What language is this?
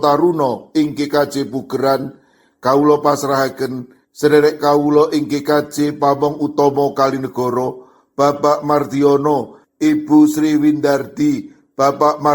Javanese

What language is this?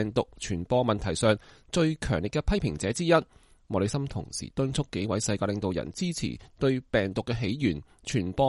Cantonese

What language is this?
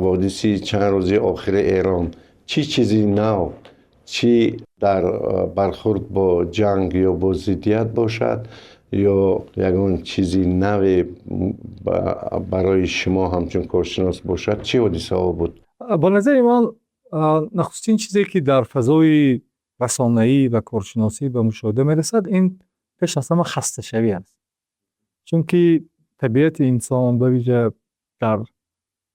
Tajik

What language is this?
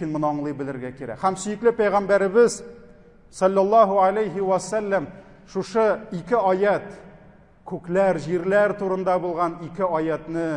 Tatar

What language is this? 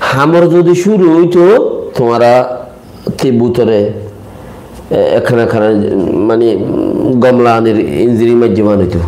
Rohingya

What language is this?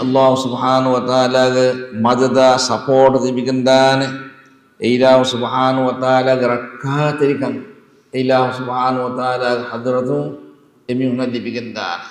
Divehi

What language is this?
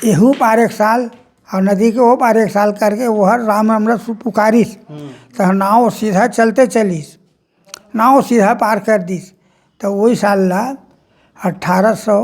Chhattisgarhi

